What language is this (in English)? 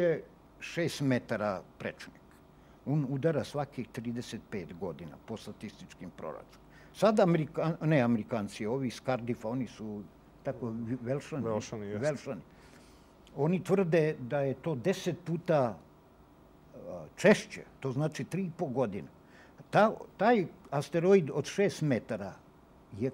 Serbian